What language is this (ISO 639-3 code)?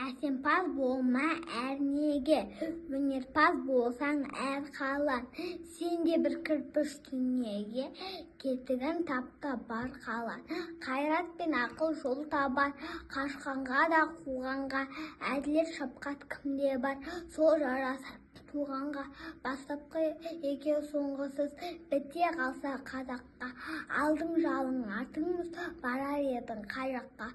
kaz